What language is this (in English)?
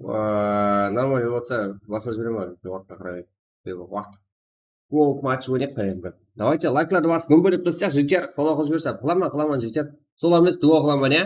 Kara-Kalpak